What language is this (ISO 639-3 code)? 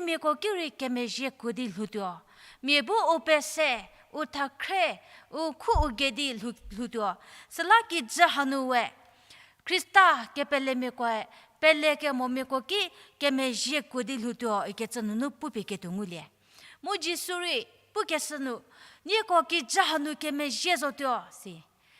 njm